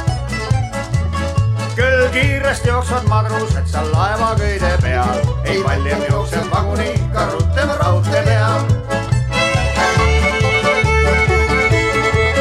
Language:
Estonian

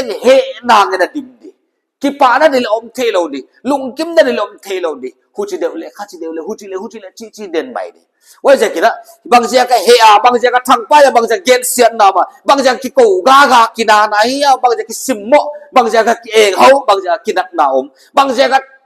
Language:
Paite Chin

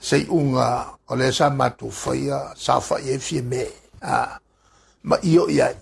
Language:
Samoan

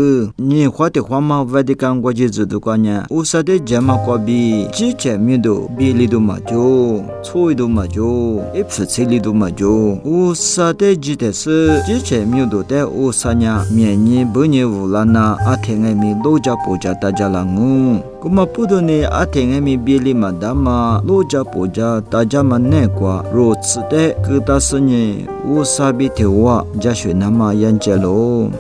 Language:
Lisu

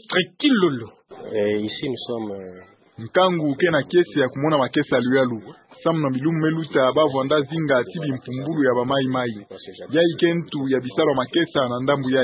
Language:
Kituba (Democratic Republic of Congo)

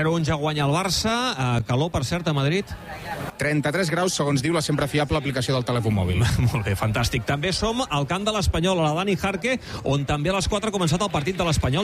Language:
Catalan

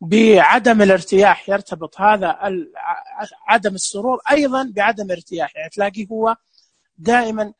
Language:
Najdi Arabic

